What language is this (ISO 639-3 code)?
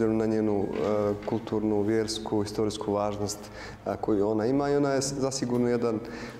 srp